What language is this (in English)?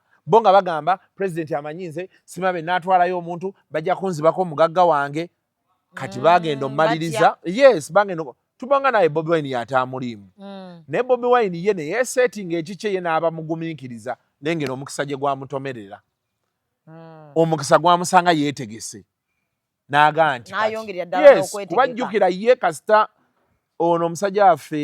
Ganda